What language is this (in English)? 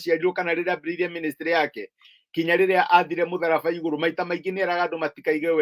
Kikuyu